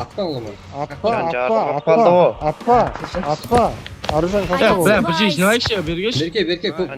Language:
Kara-Kalpak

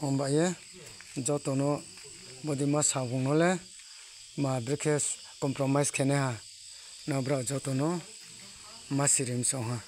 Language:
Riang (India)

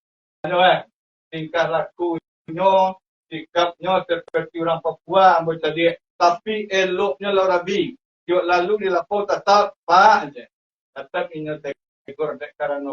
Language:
Minangkabau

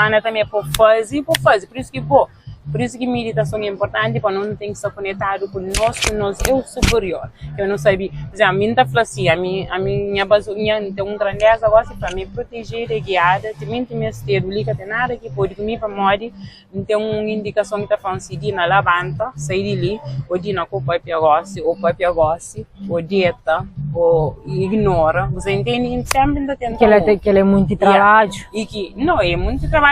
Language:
Kabuverdianu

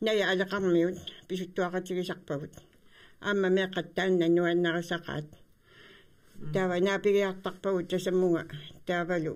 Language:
Kalaallisut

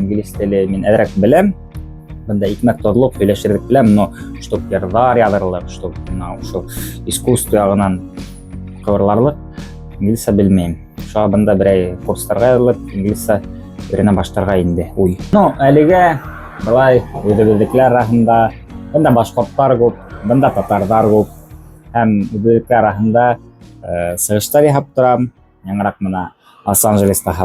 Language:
Bashkir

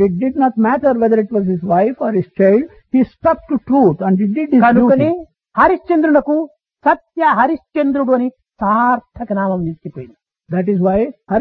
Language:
Telugu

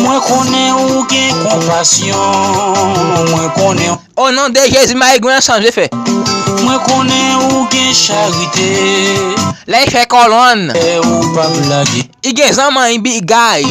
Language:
Haitian Creole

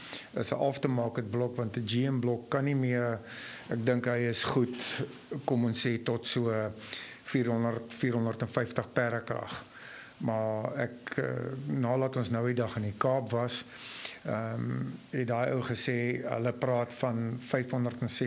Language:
Afrikaans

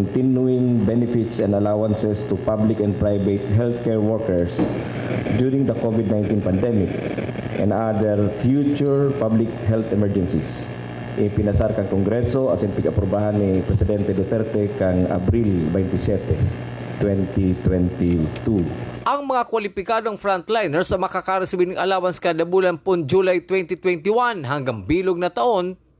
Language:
Bikol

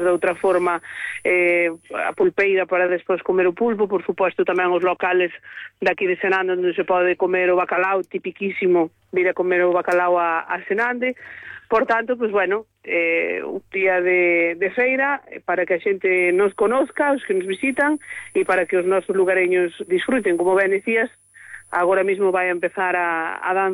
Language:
Galician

